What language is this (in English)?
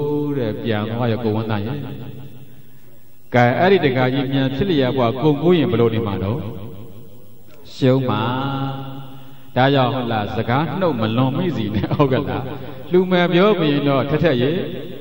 Burmese